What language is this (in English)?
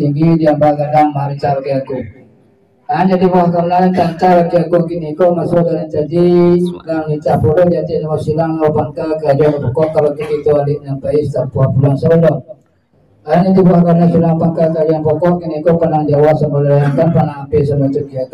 Minangkabau